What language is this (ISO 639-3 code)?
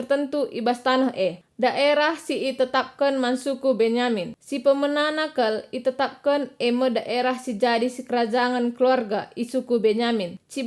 btx